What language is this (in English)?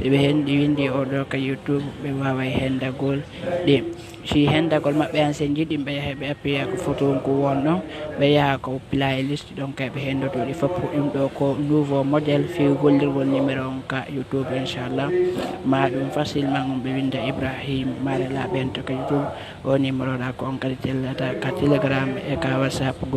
Pular